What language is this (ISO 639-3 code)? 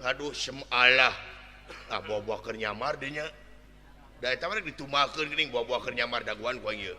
sun